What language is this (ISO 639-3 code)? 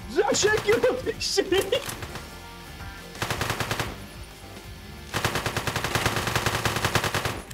pol